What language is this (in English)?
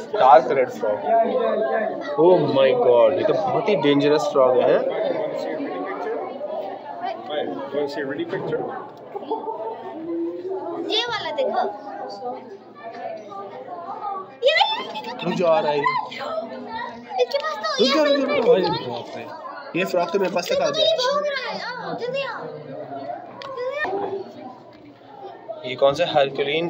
Hindi